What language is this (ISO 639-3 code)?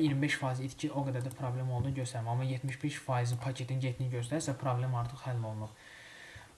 aze